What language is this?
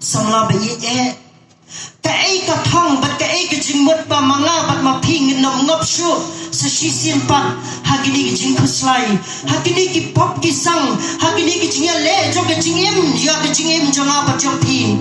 Khasi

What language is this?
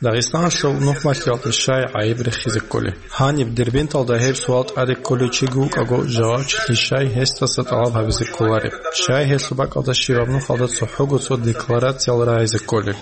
Avaric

